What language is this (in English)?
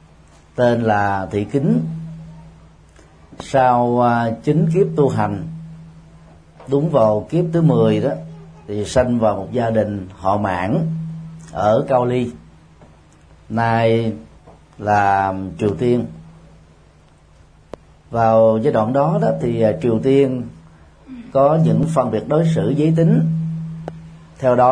Vietnamese